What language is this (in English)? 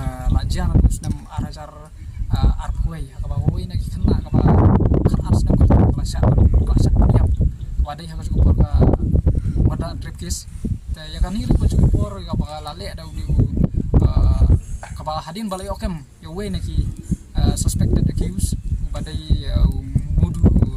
Khasi